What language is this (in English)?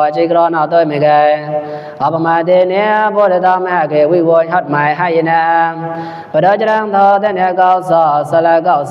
Mon